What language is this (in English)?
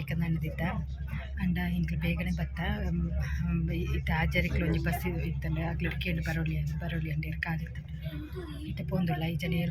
Tulu